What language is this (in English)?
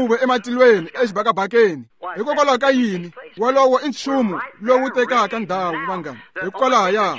Tsonga